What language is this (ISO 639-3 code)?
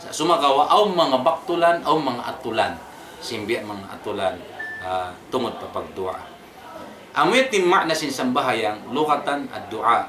tsg